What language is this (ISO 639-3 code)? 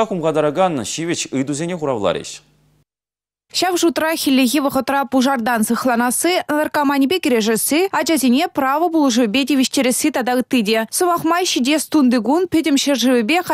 chv